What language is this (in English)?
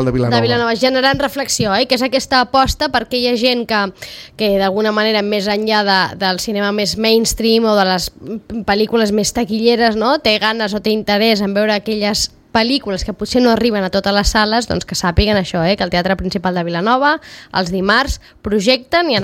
Catalan